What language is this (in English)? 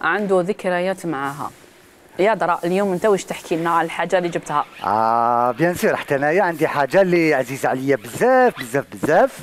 Algerian Arabic